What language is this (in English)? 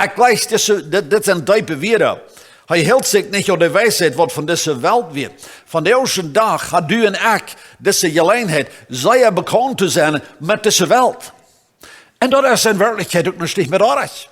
Plautdietsch